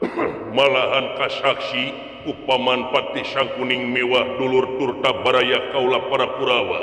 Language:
Sundanese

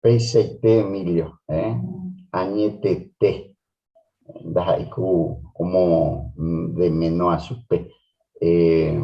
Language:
Guarani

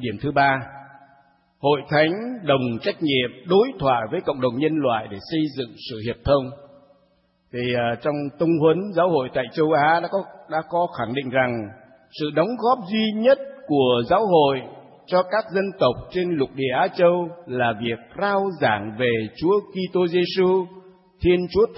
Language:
Vietnamese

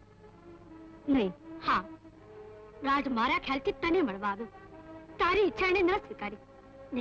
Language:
Gujarati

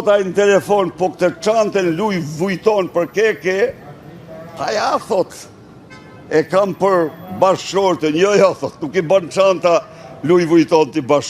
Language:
Albanian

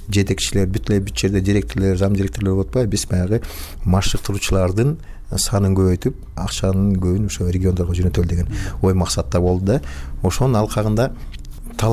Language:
Kyrgyz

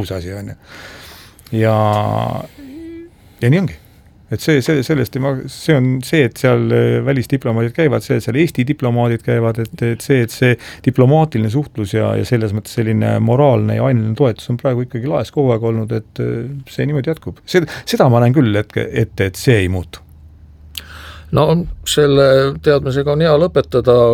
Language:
Estonian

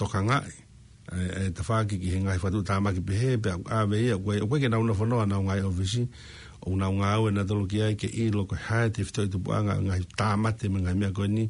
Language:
Tongan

